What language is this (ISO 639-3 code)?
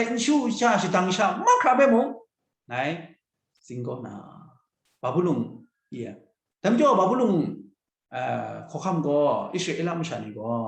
kac